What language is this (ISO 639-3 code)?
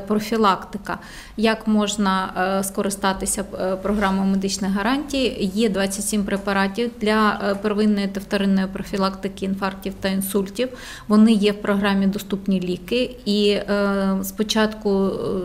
ukr